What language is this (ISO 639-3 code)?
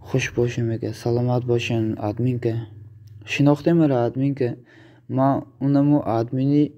tgk